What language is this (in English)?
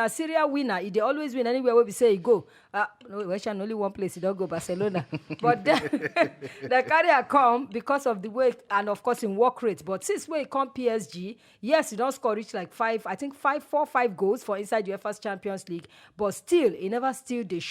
Nigerian Pidgin